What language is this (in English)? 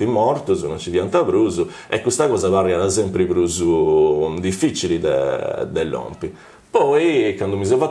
Sardinian